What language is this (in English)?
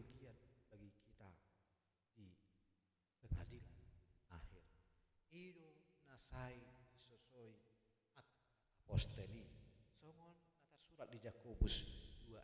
Batak Toba